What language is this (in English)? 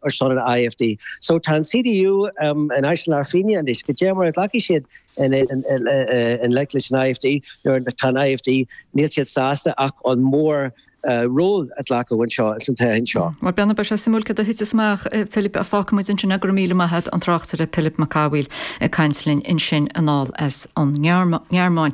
Irish